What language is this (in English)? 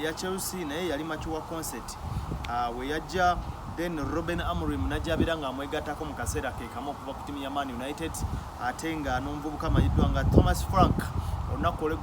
Ganda